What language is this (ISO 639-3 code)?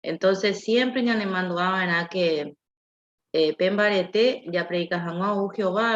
grn